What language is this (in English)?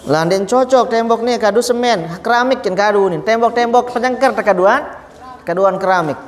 Sasak